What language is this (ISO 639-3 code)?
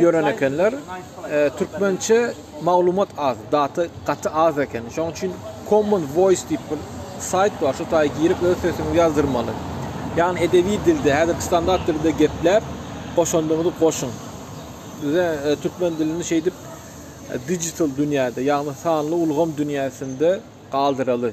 tuk